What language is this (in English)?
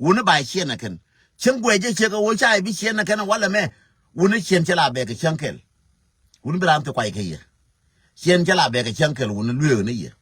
Nuer